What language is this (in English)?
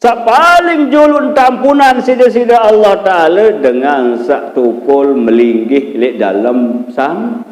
Sasak